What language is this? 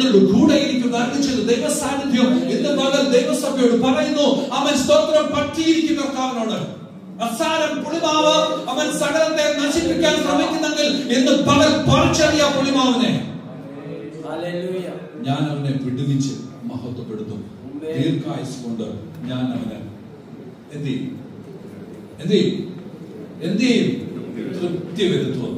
Malayalam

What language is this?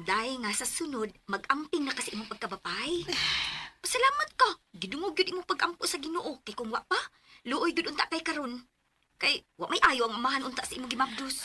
Cebuano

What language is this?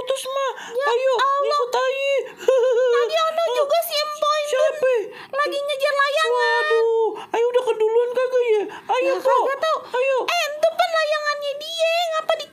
Betawi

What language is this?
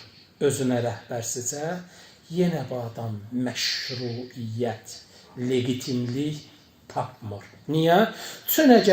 Azerbaijani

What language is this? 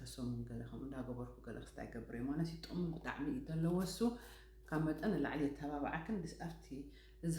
Tigrinya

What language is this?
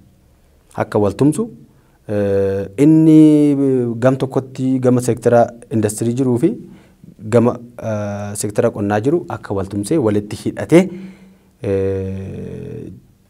Oromo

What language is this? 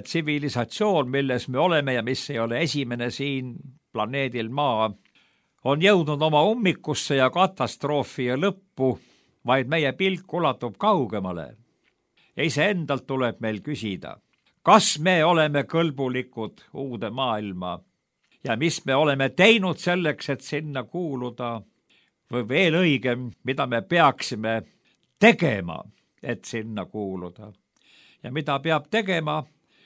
Estonian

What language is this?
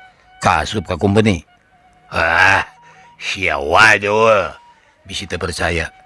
Sundanese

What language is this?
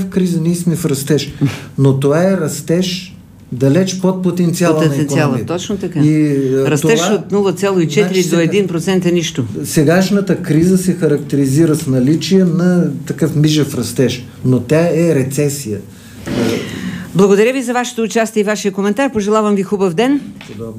Bulgarian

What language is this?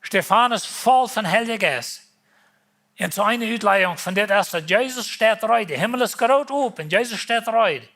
Plautdietsch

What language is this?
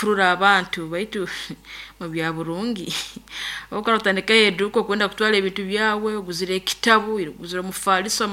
Nyoro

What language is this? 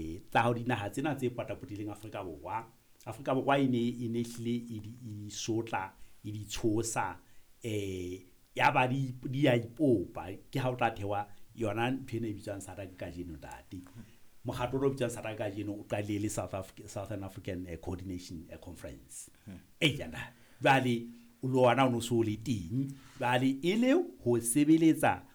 Southern Sotho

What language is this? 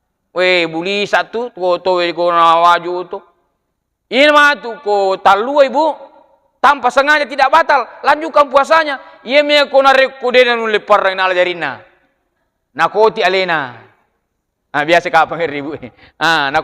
Buginese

